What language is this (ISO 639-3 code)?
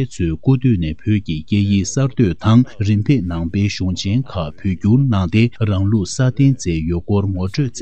bod